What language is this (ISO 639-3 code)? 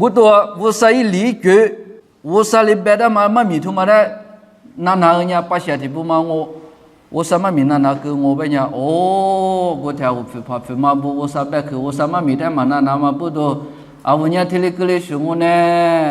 lis